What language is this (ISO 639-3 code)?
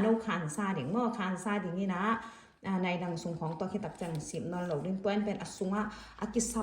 ctd